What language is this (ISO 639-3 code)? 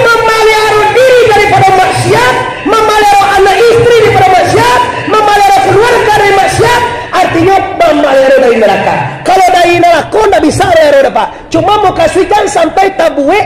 min